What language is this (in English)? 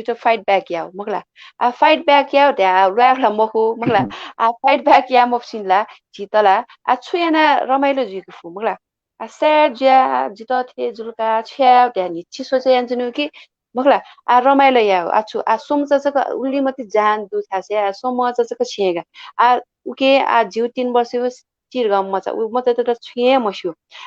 Newari